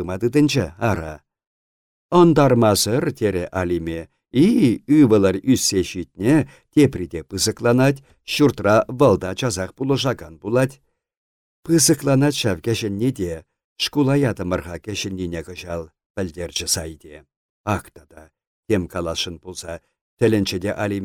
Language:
Chuvash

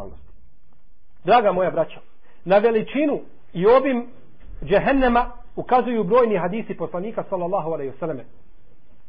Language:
Bosnian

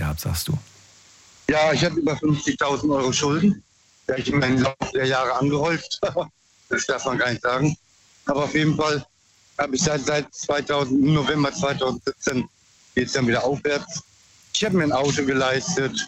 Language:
German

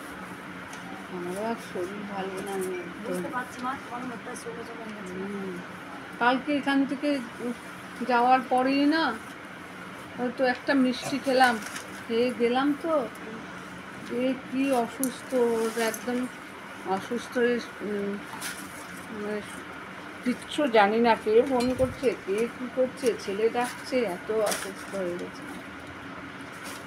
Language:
Bangla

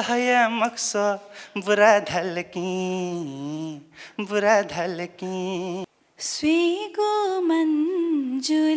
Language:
Newari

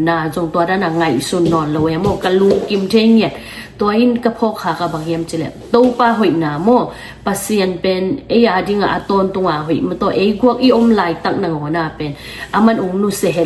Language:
Tedim Chin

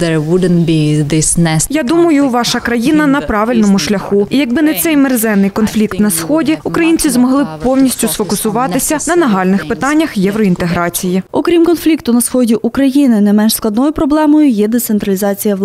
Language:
Ukrainian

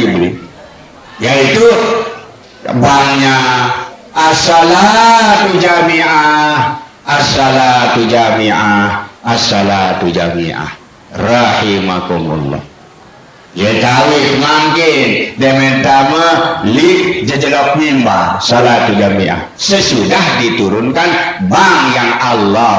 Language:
Sasak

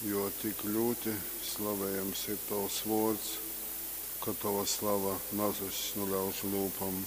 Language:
Latgalian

